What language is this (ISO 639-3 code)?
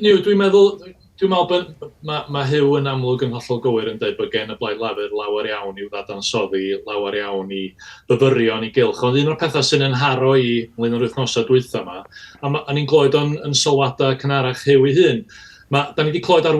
cym